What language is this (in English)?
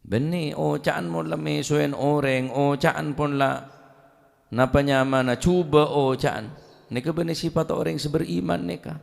Madurese